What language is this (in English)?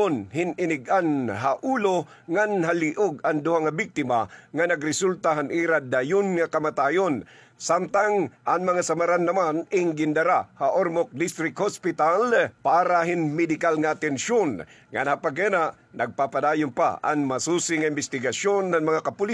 Waray